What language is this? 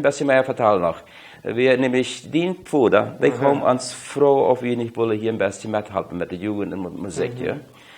Plautdietsch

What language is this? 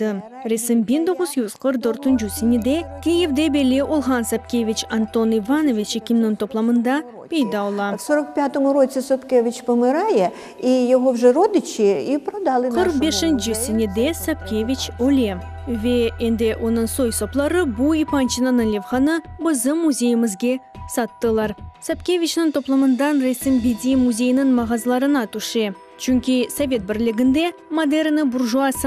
Crimean Tatar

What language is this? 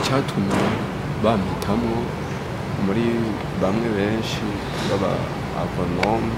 Rundi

